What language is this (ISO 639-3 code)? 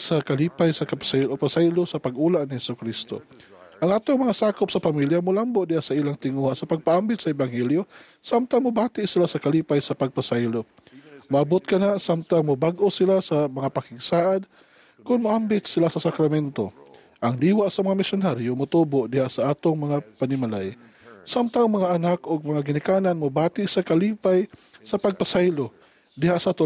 ceb